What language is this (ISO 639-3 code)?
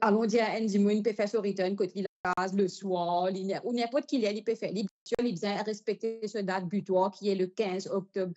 mfe